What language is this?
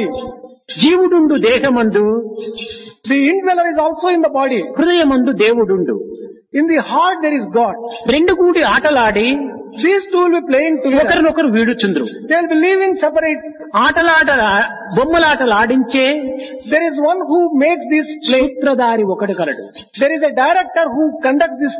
Telugu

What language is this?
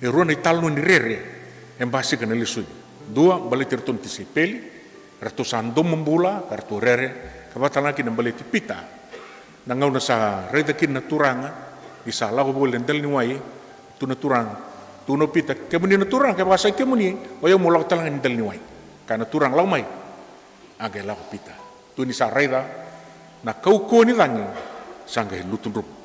Fijian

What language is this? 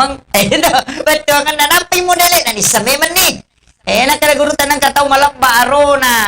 Buginese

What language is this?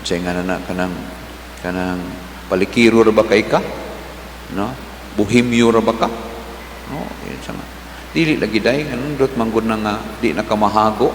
Cebuano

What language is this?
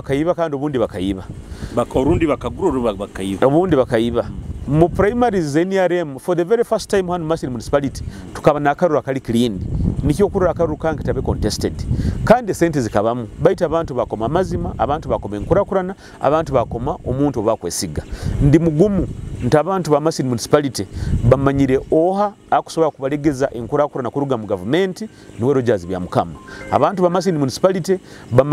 Nyoro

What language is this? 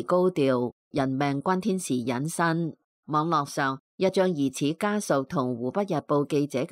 Cantonese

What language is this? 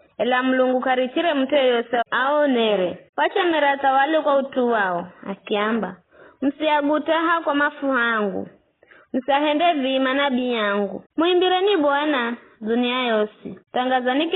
Giryama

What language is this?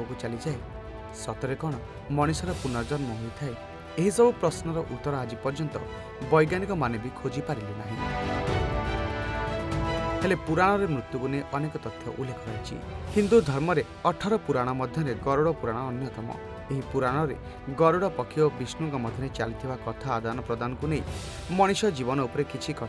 Odia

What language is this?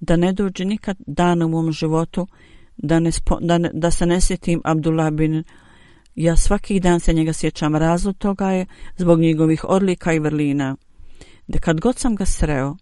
Bosnian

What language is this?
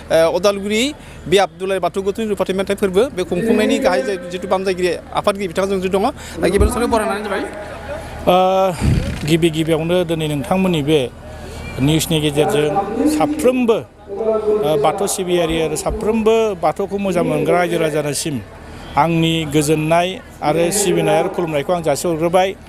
Bodo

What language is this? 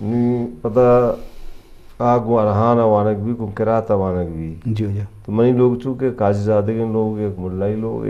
Eastern Balochi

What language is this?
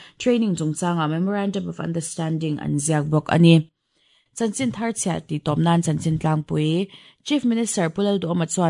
Mizo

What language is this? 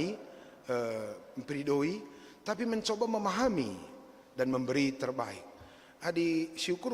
Batak Karo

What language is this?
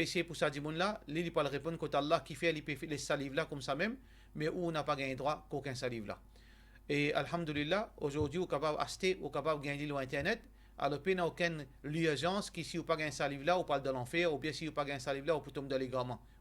Morisyen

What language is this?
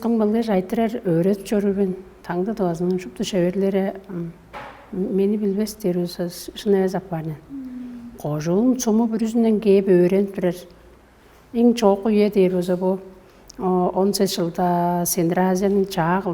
Tuvinian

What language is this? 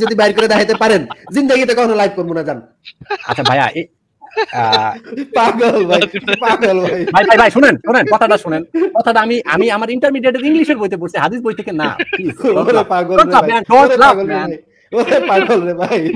Bangla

